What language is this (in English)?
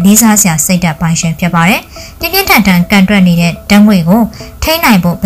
Burmese